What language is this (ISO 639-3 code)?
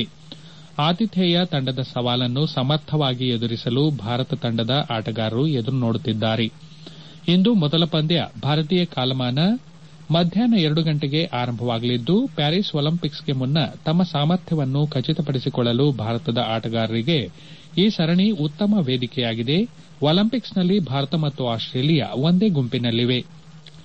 kan